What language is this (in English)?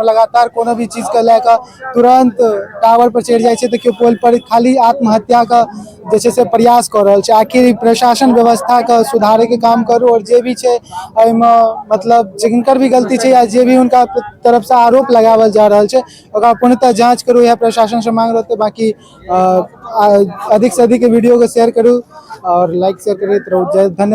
Maithili